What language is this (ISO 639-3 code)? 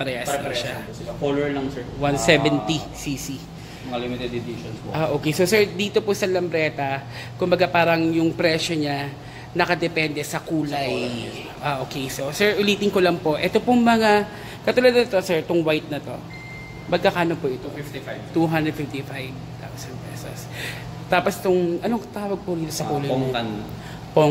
fil